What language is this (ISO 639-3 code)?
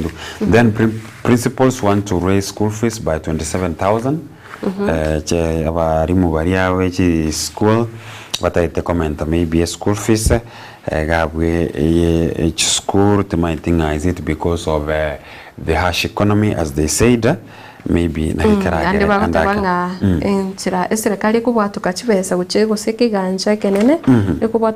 guz